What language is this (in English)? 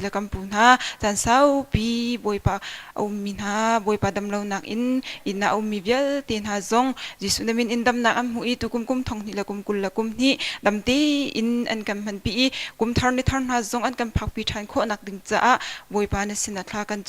Hakha Chin